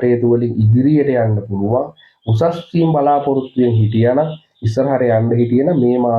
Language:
Sinhala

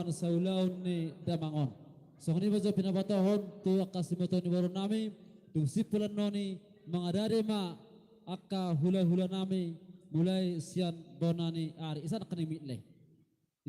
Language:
Batak Toba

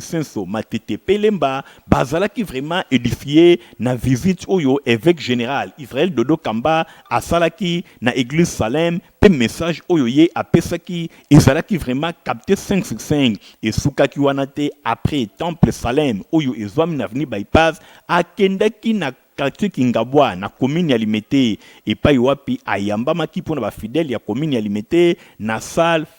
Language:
Lingala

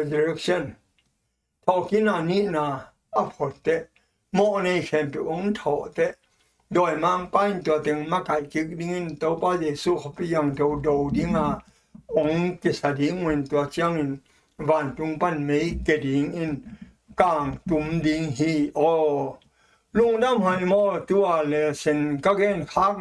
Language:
Tedim Chin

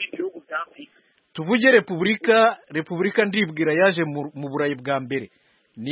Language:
Kinyarwanda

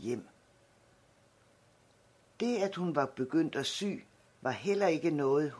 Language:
Danish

